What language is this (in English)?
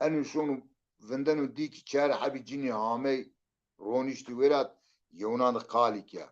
Zaza